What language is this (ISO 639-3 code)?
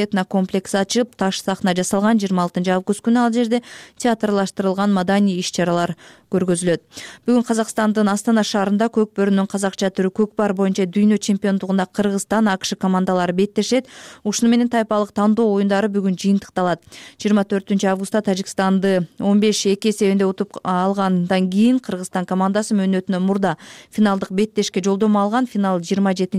kir